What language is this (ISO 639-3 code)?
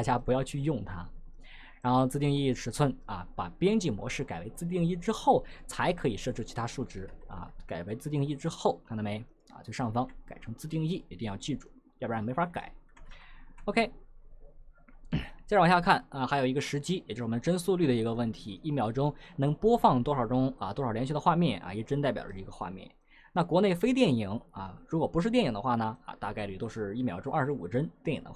zho